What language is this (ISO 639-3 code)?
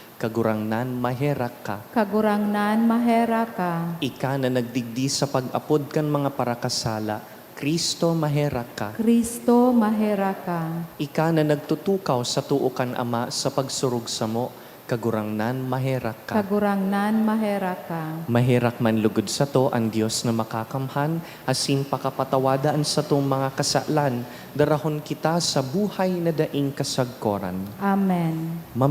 bik